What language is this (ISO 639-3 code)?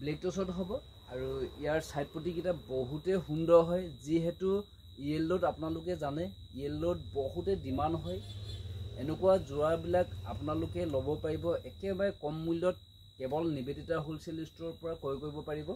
asm